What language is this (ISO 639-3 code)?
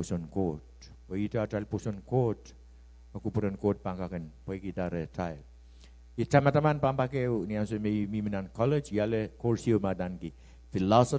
pon